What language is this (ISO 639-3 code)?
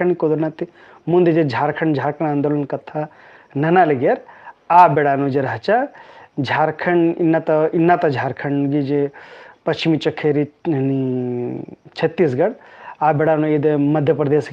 kru